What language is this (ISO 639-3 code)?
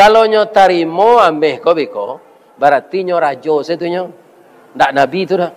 min